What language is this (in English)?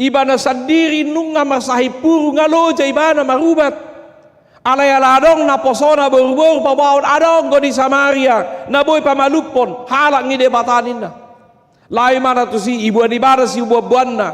Batak Toba